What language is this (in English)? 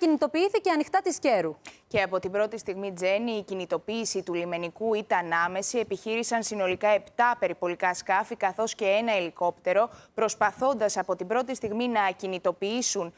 Greek